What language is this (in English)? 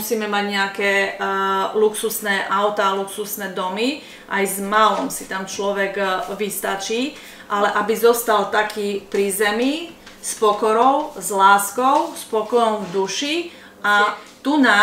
Slovak